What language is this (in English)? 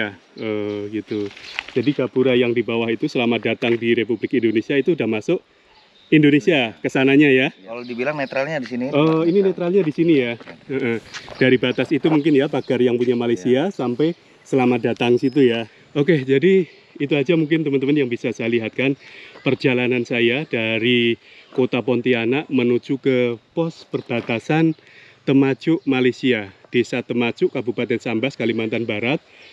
Indonesian